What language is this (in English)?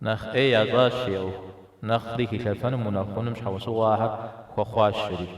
Kabardian